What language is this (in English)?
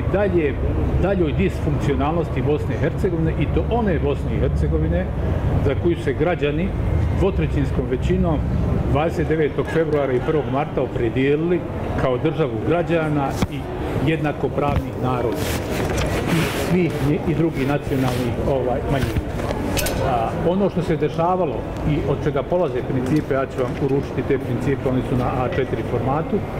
Bosnian